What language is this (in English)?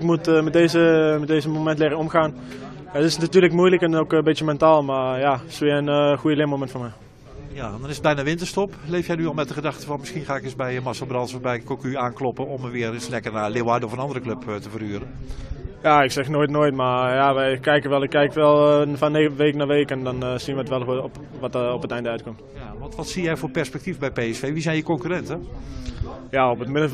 Dutch